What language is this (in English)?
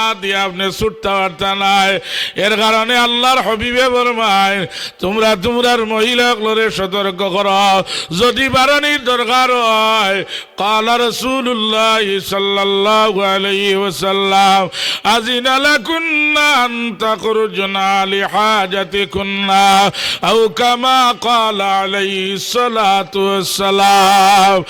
Sylheti